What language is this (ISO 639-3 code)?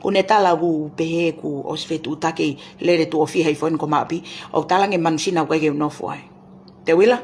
ton